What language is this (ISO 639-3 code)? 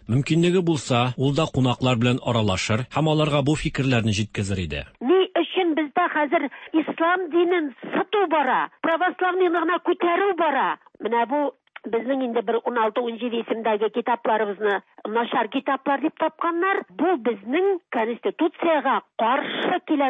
tat